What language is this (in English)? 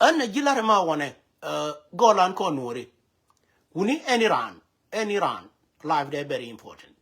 Nuer